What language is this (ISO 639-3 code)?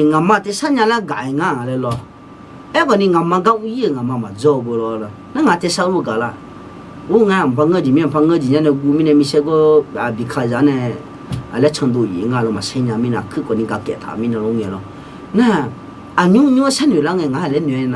ahk